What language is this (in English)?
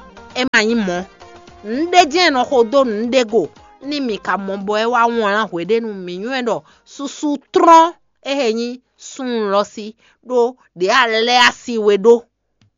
Fon